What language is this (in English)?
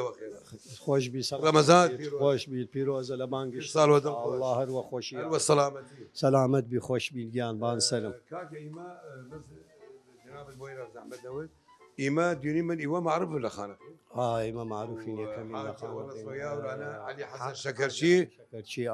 Southern Kurdish